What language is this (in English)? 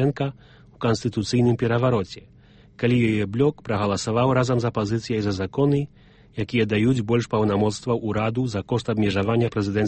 Belarusian